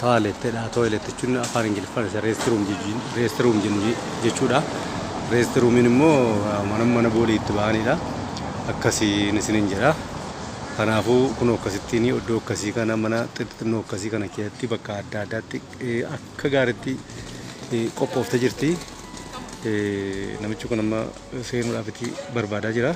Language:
Oromo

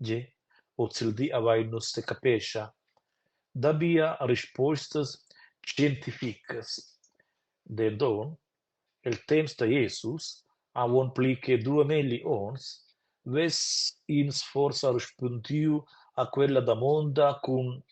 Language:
Romansh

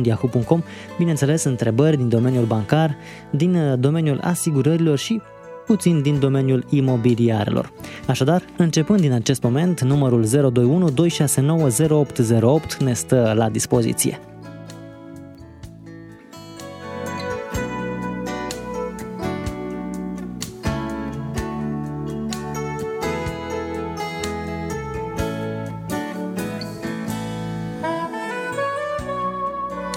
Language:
Romanian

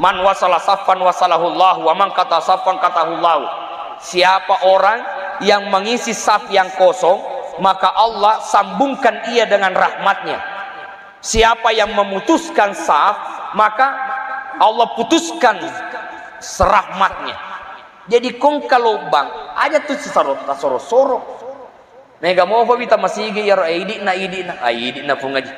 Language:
Buginese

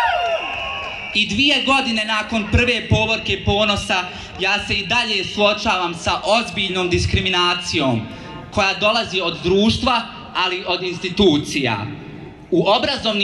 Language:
Bosnian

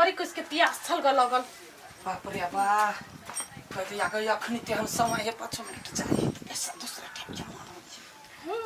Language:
Maithili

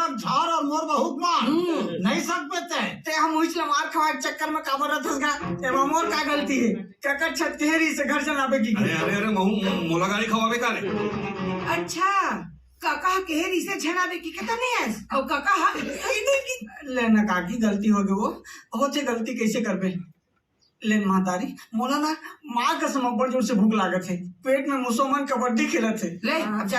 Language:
Chhattisgarhi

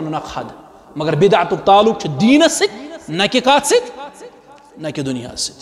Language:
Kashmiri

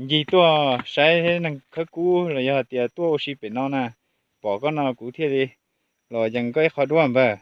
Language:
Hmong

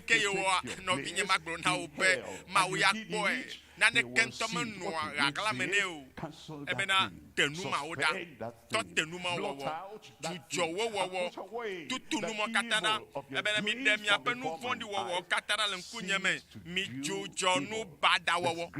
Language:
Ewe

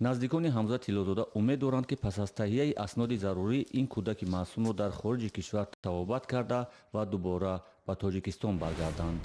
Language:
Tajik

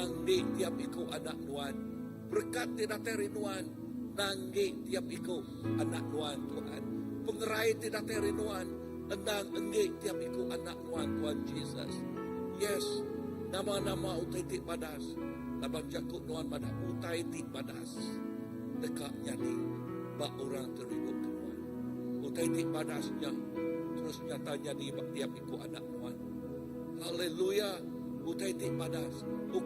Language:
Iban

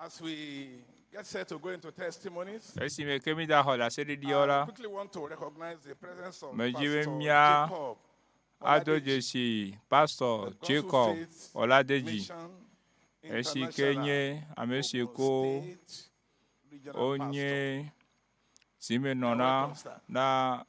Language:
Ewe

